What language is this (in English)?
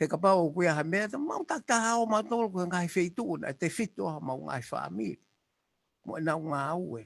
Tongan